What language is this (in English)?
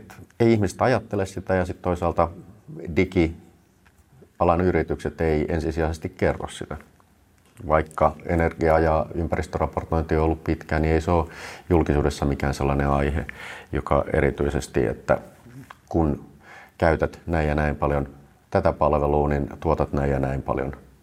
Finnish